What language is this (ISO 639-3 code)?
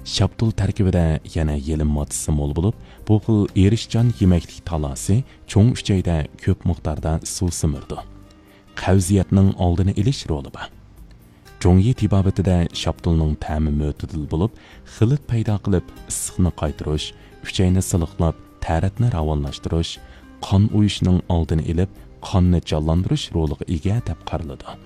uig